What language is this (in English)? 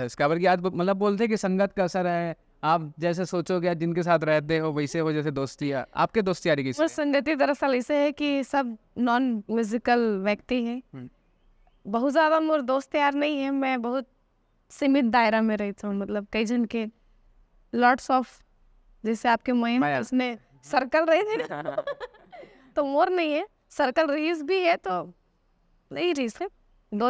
Chhattisgarhi